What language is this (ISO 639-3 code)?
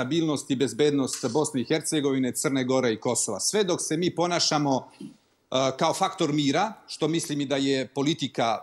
srp